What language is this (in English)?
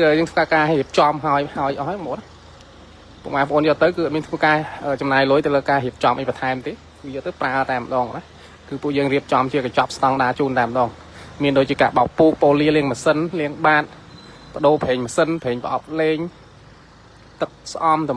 Khmer